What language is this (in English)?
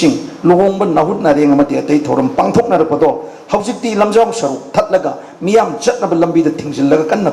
Manipuri